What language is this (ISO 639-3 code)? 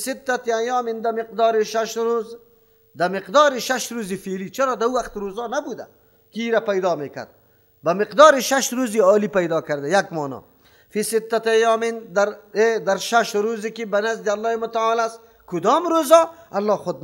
fas